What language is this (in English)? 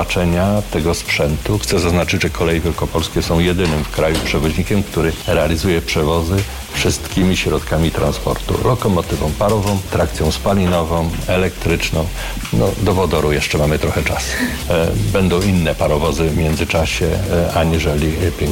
Polish